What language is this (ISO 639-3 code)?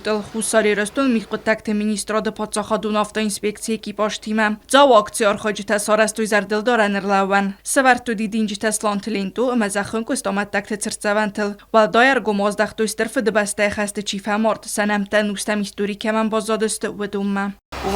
oss